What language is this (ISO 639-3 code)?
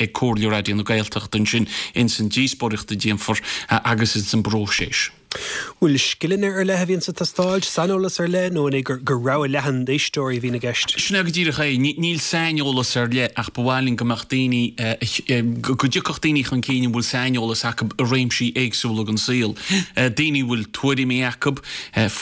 gle